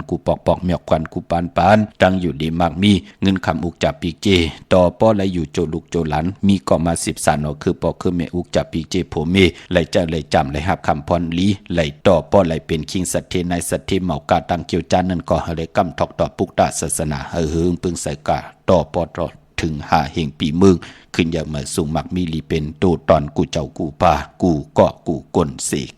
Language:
Shan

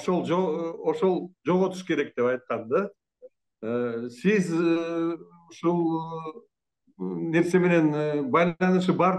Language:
Kyrgyz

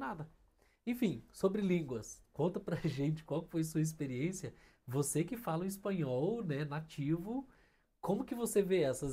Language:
Portuguese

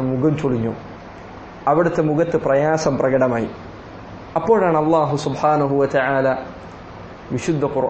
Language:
Malayalam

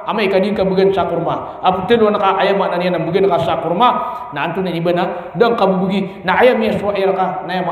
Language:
Maranao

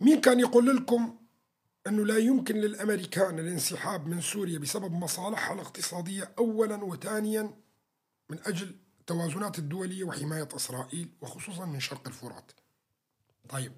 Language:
North Levantine Arabic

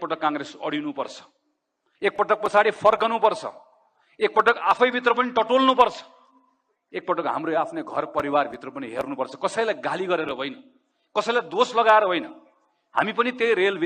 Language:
Nepali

